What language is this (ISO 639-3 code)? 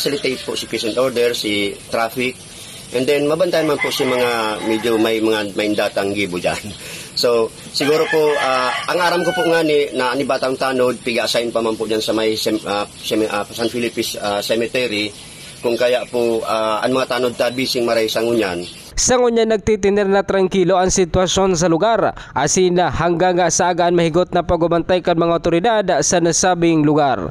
bik